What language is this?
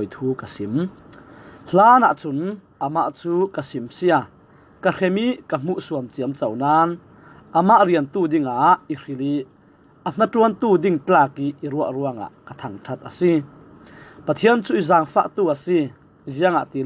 Falam Chin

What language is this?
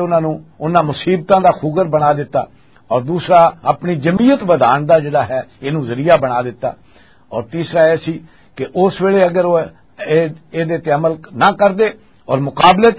Western Panjabi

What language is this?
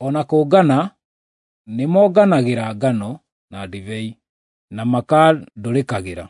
Kikuyu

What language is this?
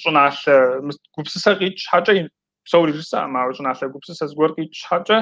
Kabardian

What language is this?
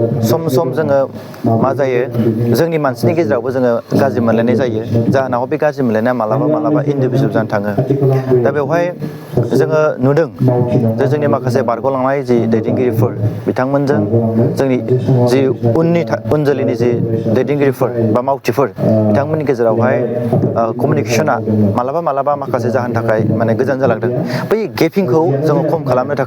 Bodo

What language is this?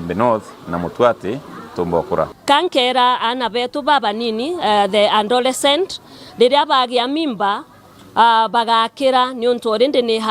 Meru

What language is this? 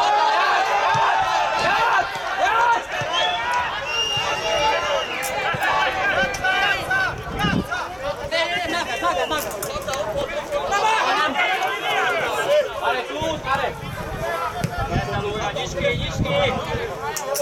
Hungarian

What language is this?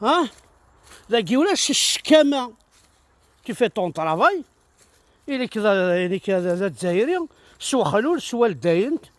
Kabyle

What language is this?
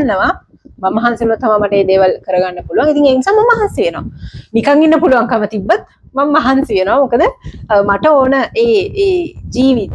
Sinhala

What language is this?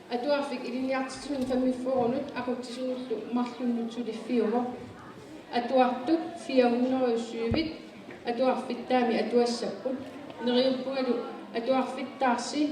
Kalaallisut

